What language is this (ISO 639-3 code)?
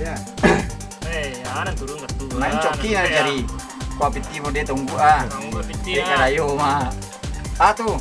min